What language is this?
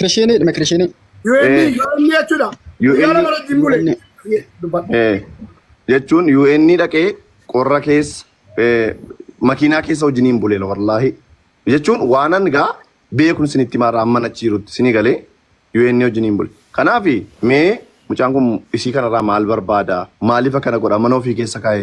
Oromo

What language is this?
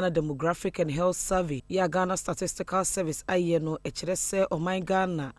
Akan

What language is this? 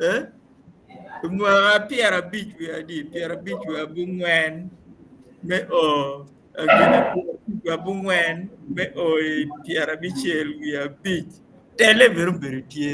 Acoli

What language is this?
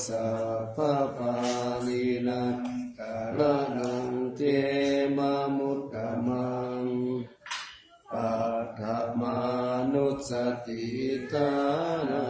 Pali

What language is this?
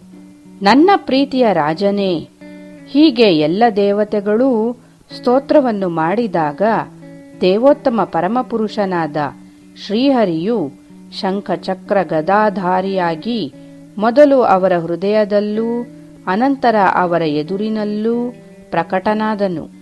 Kannada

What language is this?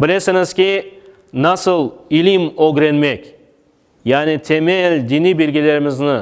Crimean Tatar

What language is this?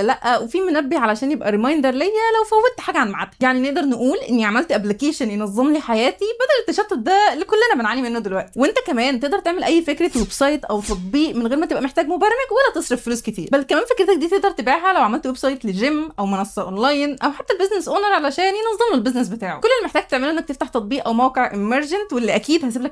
Egyptian Arabic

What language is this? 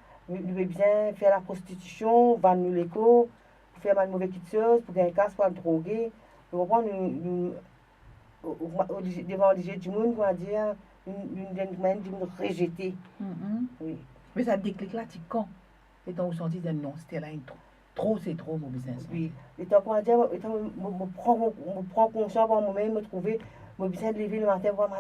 Morisyen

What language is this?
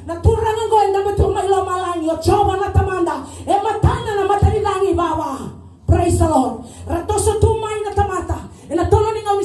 Fijian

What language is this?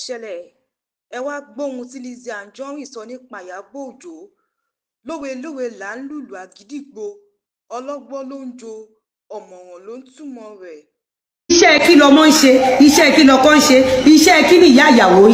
Yoruba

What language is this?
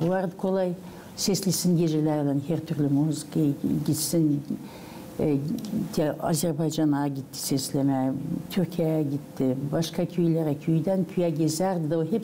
Gagauz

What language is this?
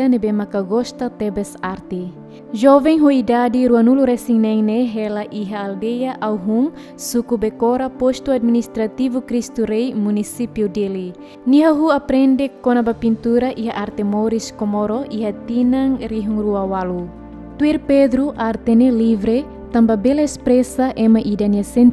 Tetum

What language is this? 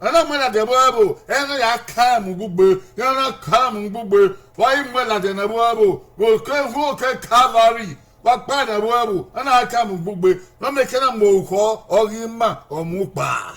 Bini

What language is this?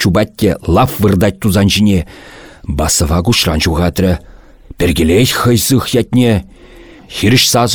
Chuvash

